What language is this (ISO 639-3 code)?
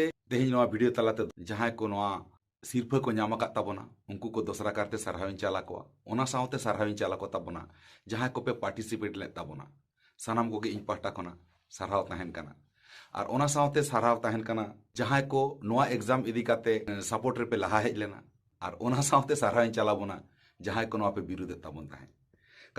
sat